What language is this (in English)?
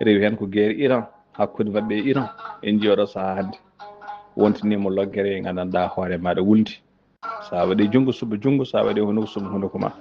Fula